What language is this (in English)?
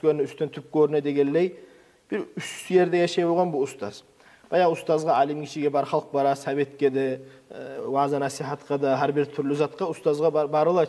Kumyk